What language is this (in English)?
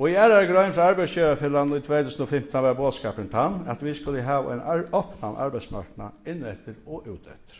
Faroese